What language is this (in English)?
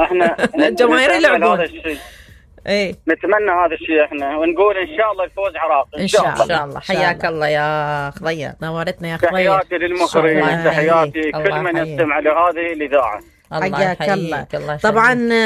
Mesopotamian Arabic